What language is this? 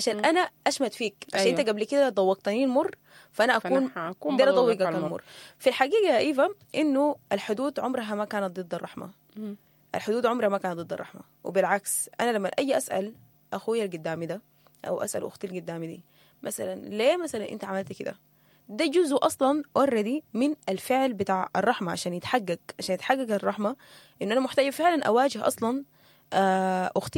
Sudanese Arabic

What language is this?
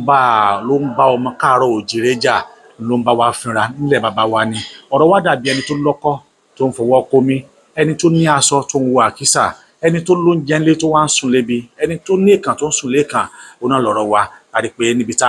Yoruba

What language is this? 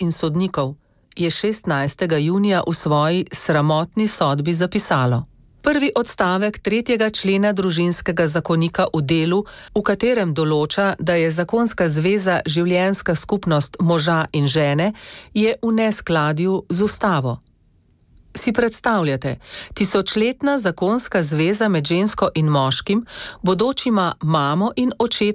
Slovenian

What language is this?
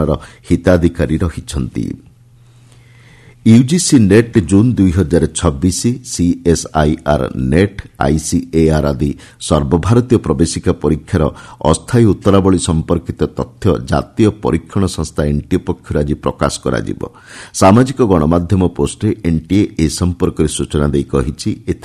Odia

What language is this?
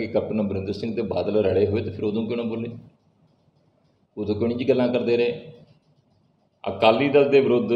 Punjabi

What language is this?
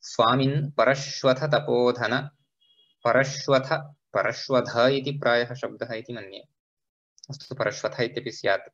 Sanskrit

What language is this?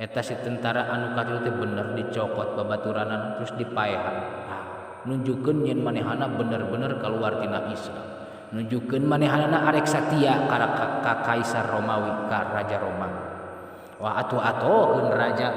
Sundanese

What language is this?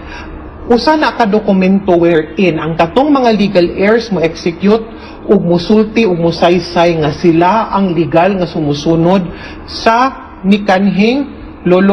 Cebuano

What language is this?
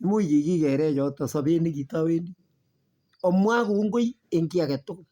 Kalenjin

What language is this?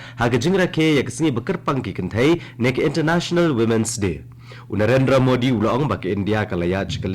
Khasi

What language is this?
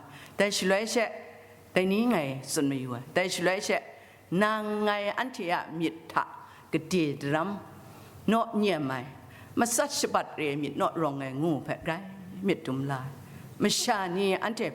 Kachin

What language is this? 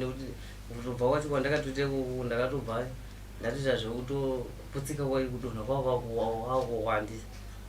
Shona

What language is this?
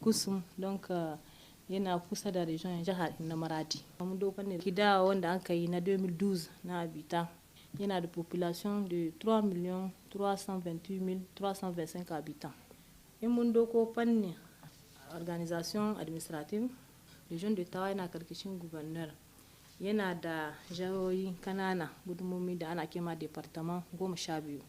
Hausa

